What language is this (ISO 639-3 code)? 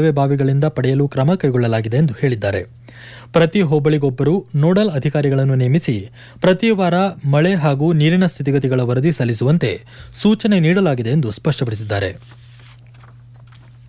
kan